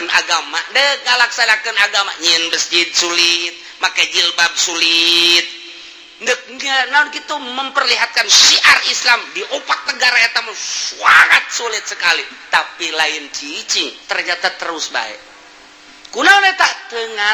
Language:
Sundanese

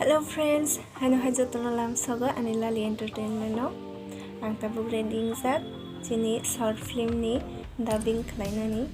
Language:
Kok Borok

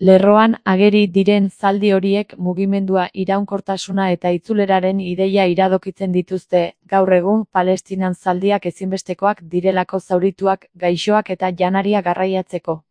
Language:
Basque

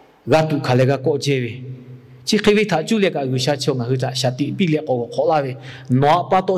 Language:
Lahu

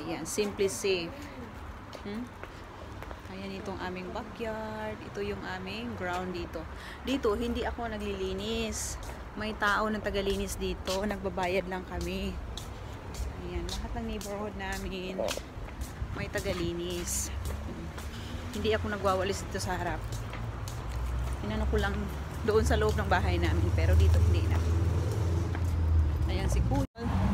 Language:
Filipino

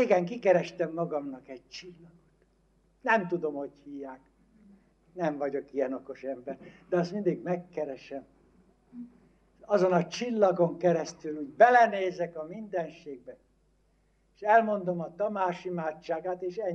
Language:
Hungarian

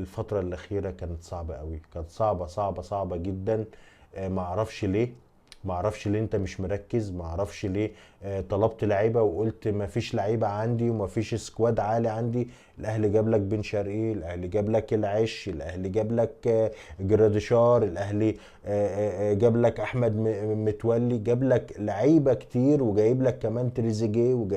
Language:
Egyptian Arabic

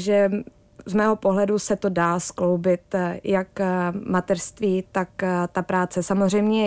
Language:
Czech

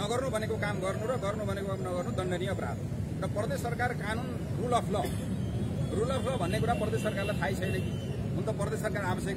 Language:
Nepali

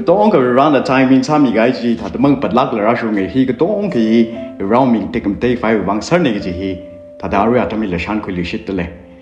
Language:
Tangkhul Naga (India)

